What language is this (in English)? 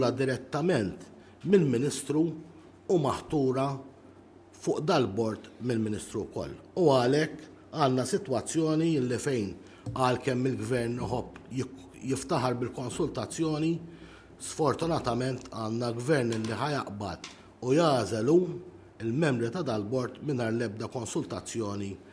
Maltese